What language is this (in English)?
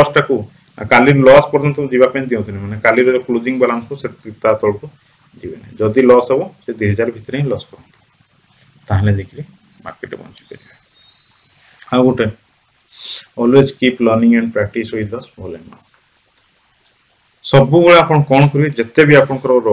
Odia